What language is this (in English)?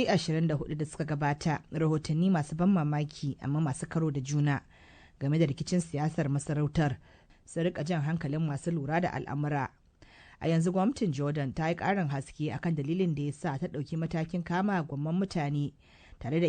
Hausa